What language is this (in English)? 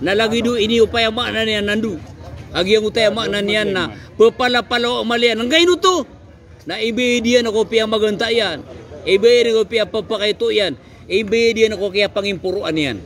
Maranao